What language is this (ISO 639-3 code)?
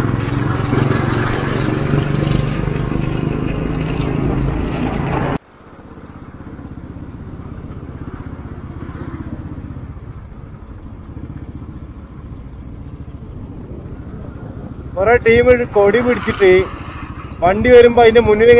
mal